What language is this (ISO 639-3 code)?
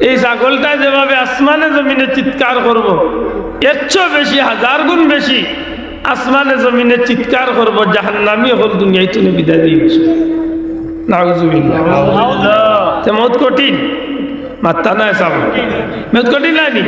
syl